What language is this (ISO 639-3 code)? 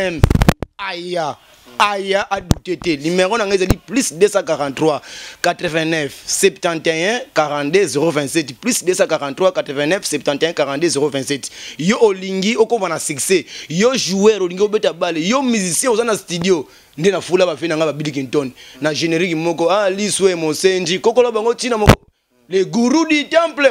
lin